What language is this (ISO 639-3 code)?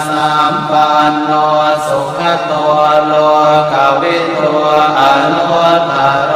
pli